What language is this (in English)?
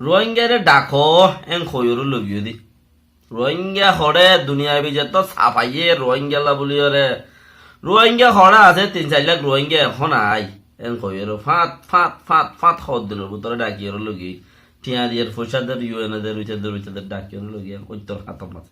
Rohingya